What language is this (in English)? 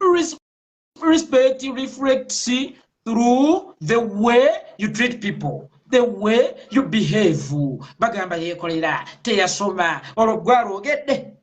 Ganda